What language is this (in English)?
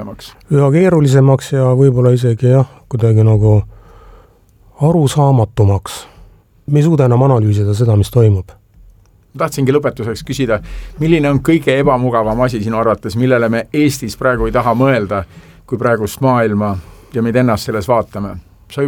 Estonian